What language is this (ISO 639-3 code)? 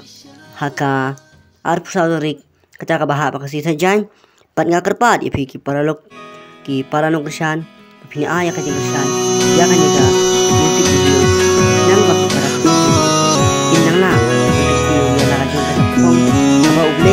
kha